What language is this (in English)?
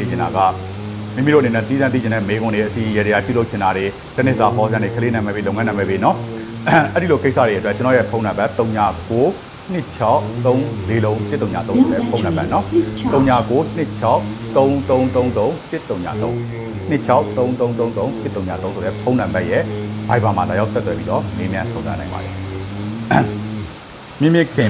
Burmese